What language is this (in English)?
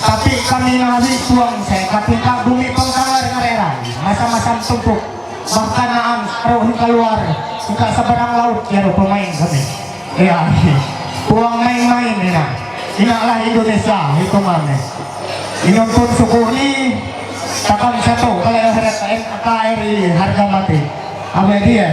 Ma'anyan